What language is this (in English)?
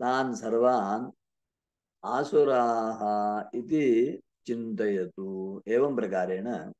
Sanskrit